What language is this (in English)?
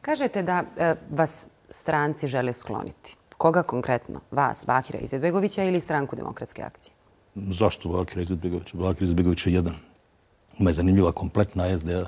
Bosnian